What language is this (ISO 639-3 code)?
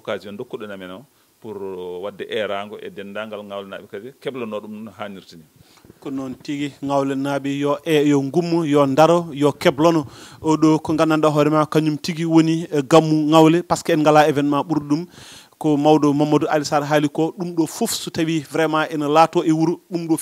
ful